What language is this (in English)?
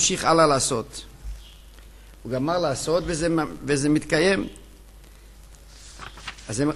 Hebrew